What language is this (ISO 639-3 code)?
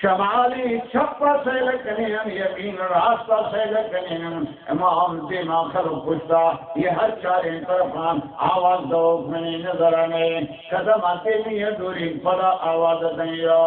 bal